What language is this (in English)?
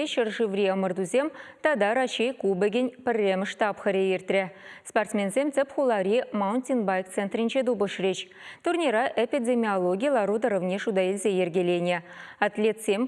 Chuvash